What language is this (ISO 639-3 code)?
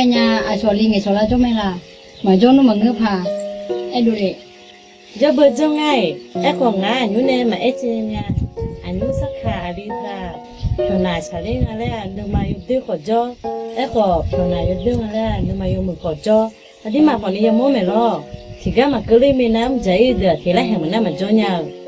ahk